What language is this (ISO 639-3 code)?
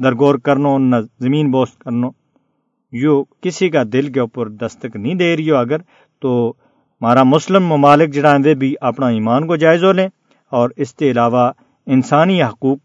gju